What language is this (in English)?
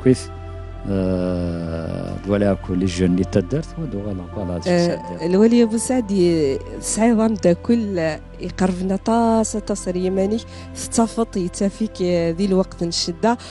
Kabyle